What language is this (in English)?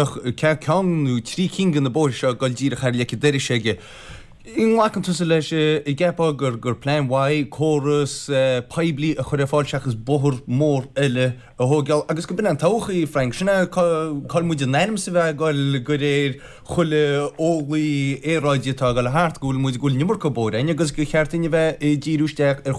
Irish